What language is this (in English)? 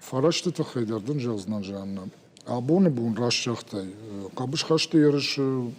Ossetic